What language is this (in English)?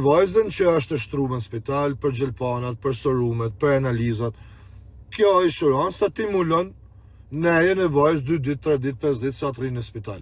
Albanian